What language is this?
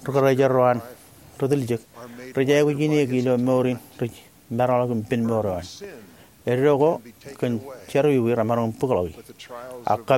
Marshallese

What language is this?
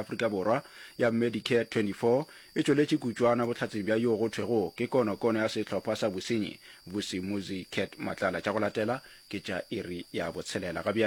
Northern Sotho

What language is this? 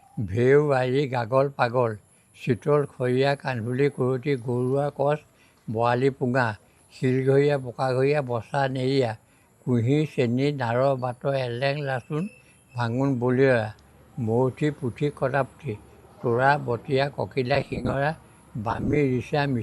Assamese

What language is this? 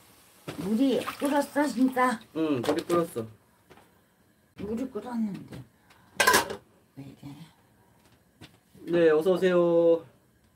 Korean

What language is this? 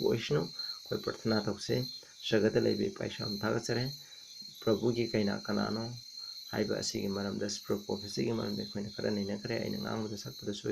Manipuri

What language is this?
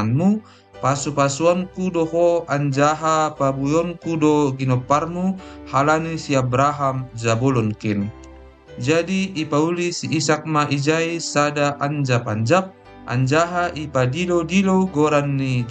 Batak Simalungun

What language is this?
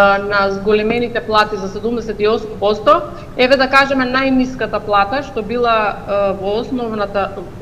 Macedonian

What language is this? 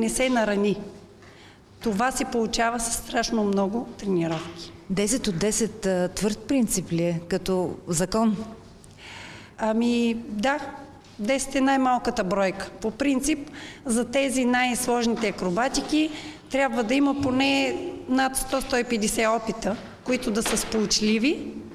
Bulgarian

